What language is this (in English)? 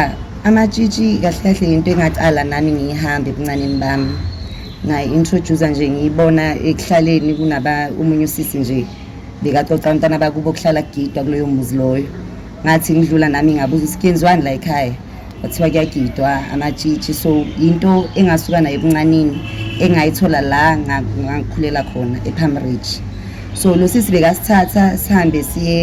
Zulu